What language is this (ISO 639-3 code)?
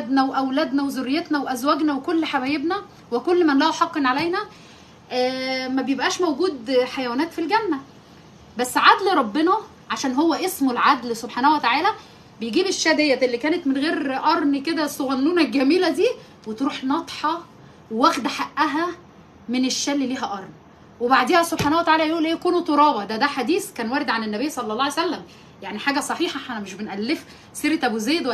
arz